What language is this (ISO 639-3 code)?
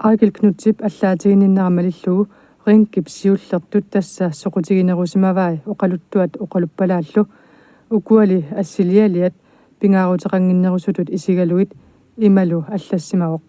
kal